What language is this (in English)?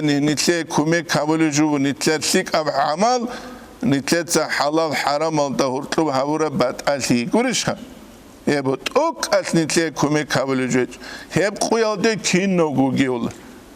Avaric